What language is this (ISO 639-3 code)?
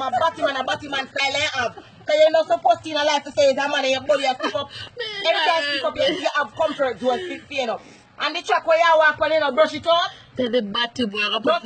jam